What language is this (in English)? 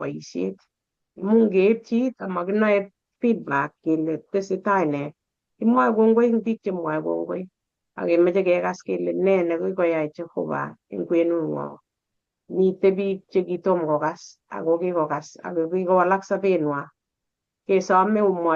Kalenjin